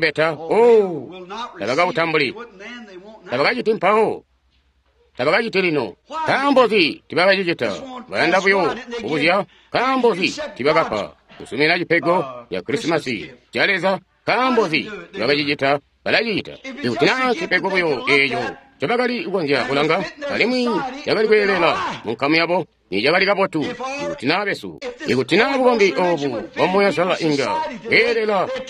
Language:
Tonga (Zambia)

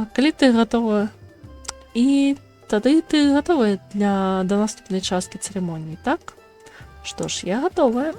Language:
Belarusian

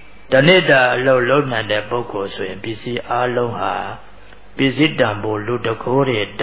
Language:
Burmese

